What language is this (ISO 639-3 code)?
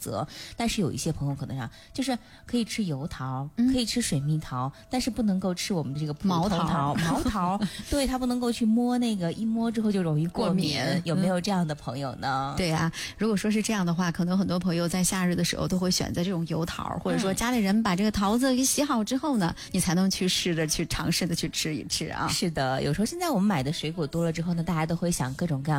zho